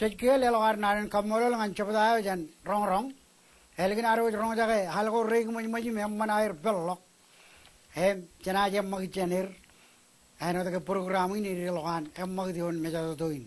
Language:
Marshallese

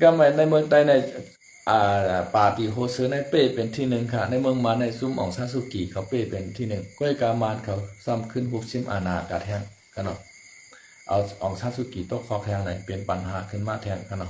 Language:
Shan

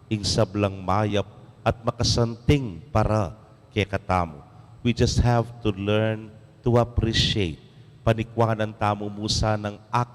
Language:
Pampanga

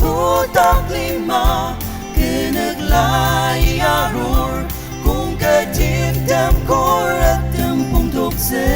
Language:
Ao Naga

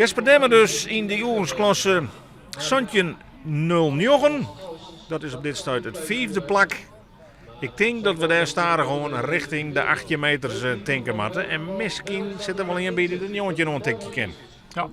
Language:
Western Frisian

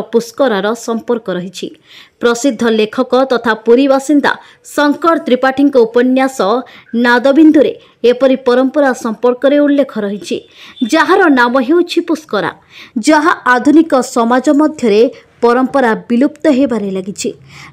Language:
Odia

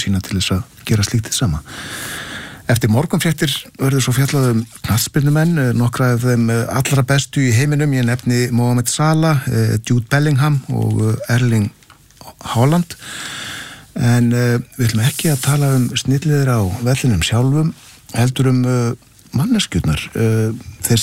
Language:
Icelandic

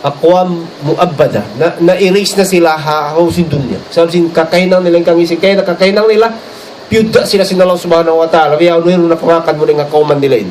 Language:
Tausug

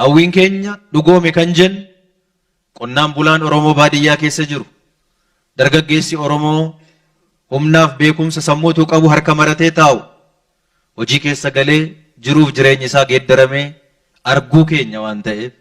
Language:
Oromo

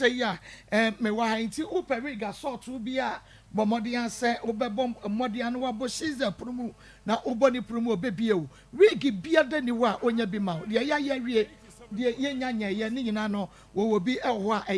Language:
Akan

